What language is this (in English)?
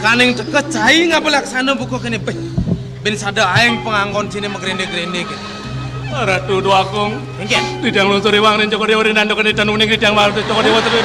Balinese